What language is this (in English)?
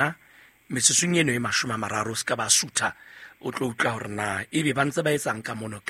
Southern Sotho